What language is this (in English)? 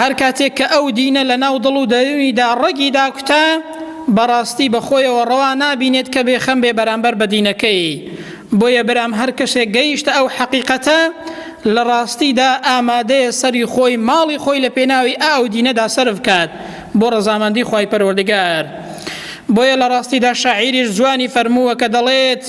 Central Kurdish